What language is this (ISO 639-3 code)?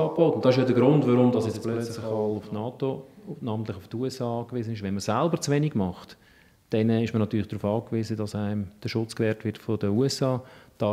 gsw